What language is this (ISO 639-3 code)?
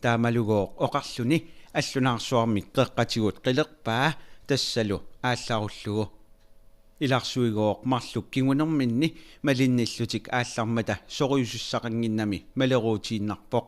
kal